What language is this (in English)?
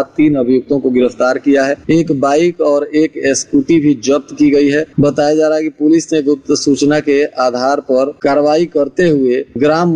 Hindi